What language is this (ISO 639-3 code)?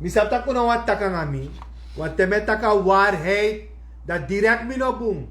srn